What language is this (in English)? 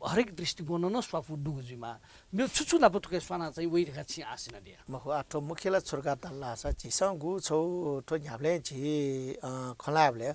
Newari